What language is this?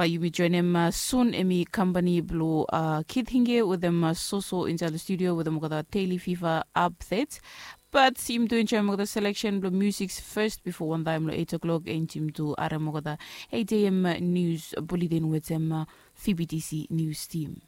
Bislama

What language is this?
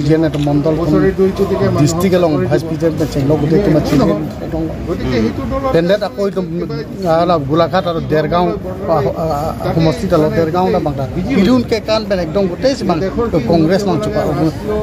Karbi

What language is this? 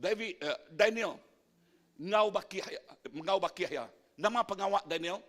Iban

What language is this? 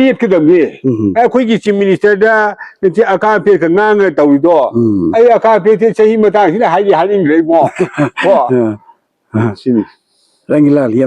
Manipuri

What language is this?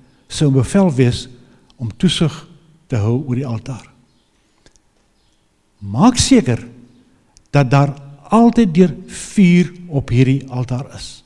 Afrikaans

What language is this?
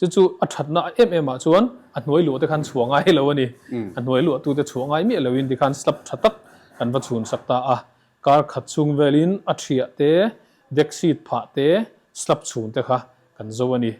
Mizo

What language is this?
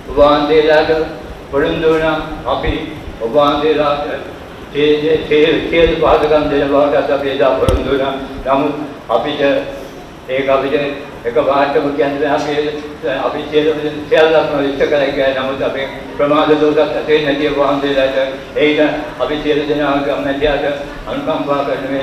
Sinhala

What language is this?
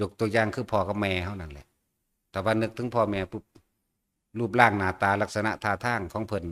Northeastern Thai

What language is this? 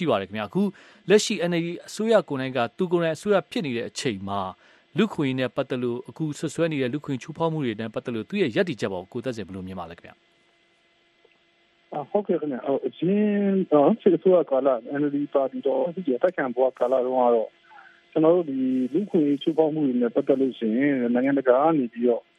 Burmese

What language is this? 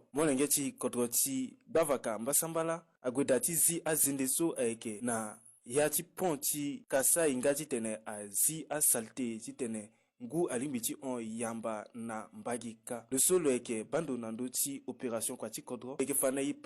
Sango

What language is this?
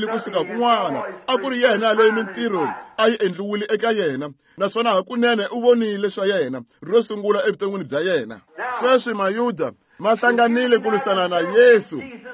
Tsonga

